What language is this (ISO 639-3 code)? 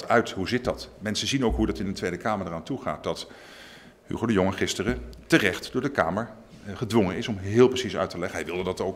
nld